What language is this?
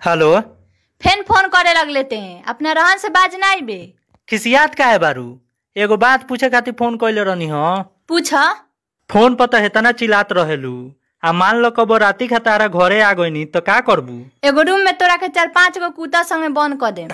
Bhojpuri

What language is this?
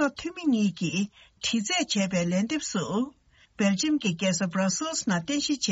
Tibetan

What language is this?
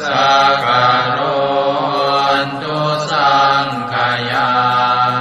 Pali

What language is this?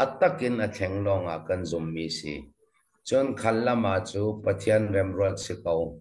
Falam Chin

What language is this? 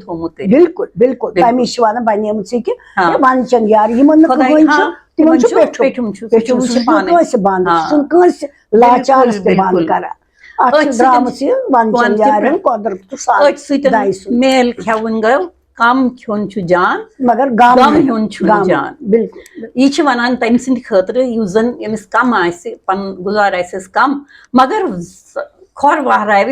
Kashmiri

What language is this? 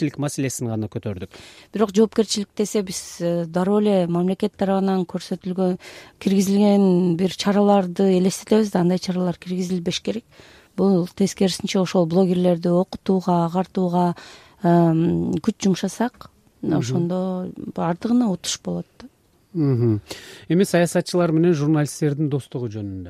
Kyrgyz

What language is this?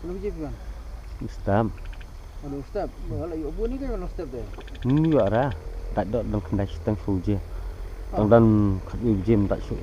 Khasi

